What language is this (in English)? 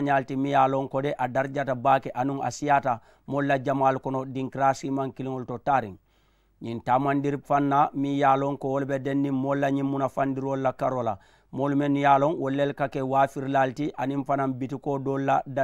Mandingo